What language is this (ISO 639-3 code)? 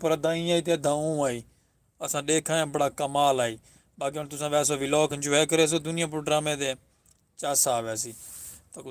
skr